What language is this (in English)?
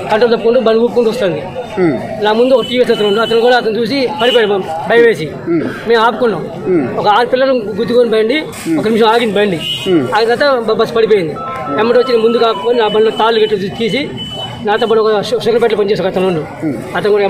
Telugu